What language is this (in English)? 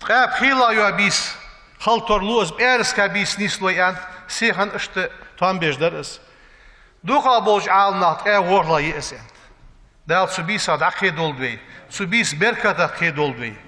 Ingush